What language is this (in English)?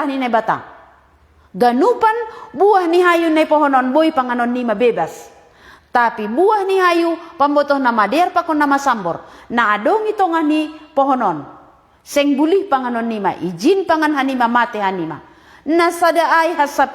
Batak Simalungun